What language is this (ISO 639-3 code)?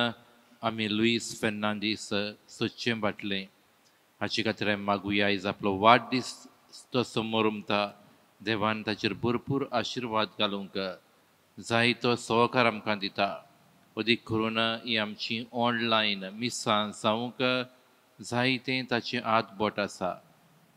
kok